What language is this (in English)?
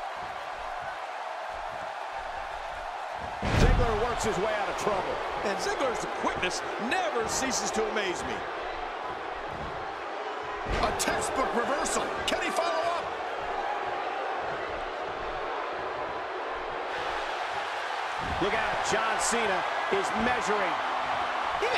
English